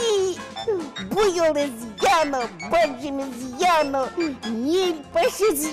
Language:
Udmurt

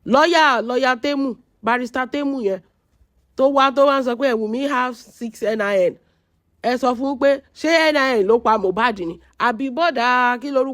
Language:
Yoruba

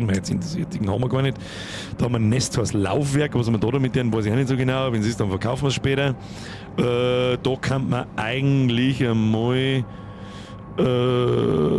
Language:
Bavarian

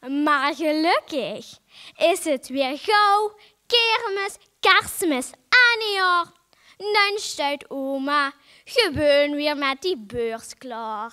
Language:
Limburgish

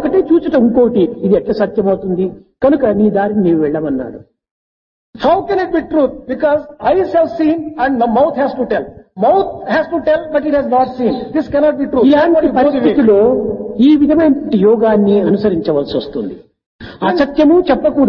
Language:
Telugu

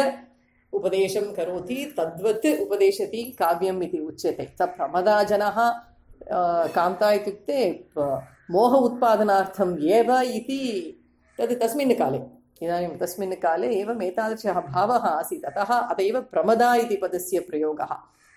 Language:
Sanskrit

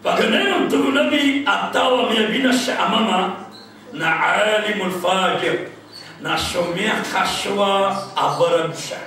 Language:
Maranao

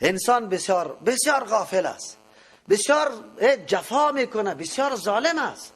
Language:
Persian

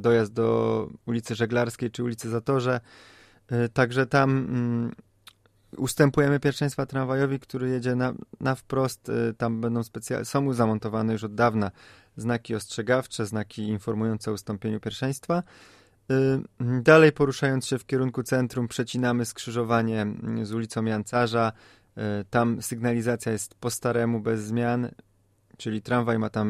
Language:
Polish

